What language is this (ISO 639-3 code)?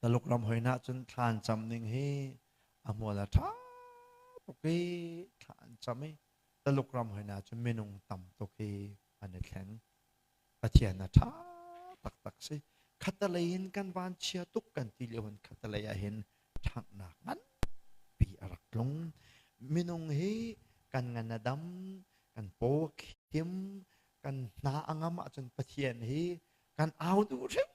cnh